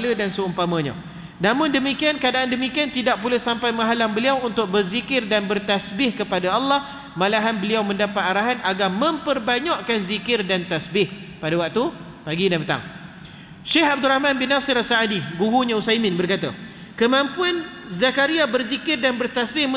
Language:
Malay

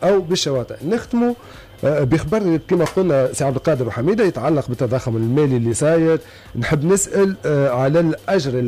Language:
Tunisian Arabic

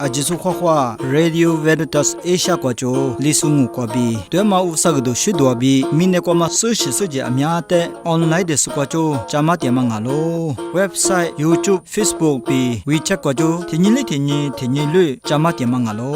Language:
Lisu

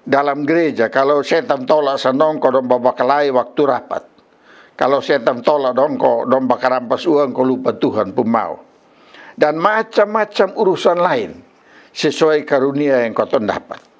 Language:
Kupang Malay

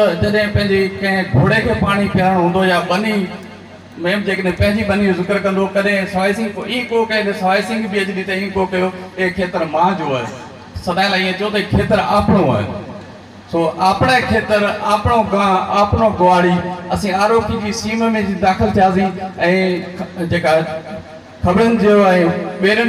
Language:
Sindhi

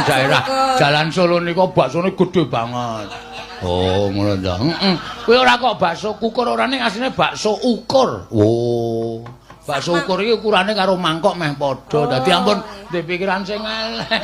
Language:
Javanese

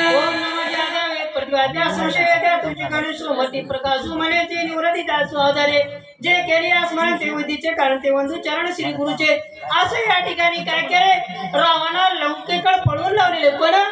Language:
Marathi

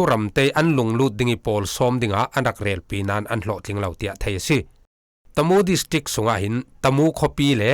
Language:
Falam Chin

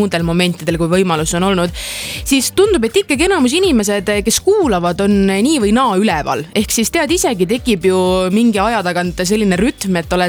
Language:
Estonian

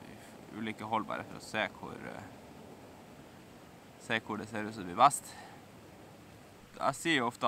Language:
Norwegian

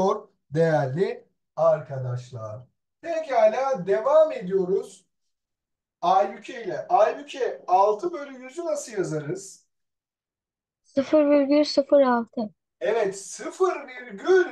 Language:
Turkish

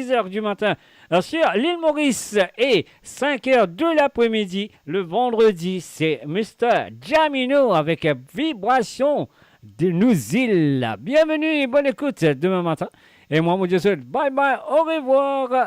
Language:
Morisyen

